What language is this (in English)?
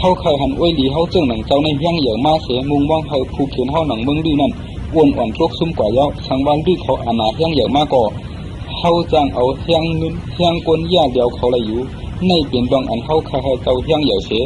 Shan